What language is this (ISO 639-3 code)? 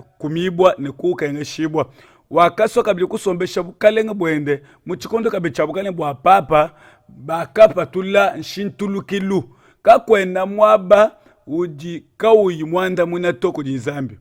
lua